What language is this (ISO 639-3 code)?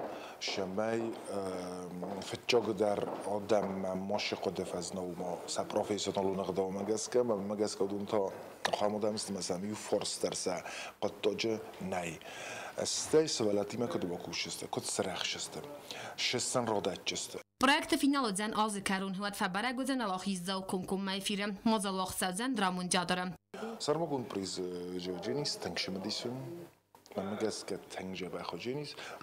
oss